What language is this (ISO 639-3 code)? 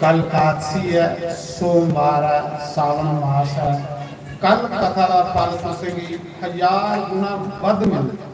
doi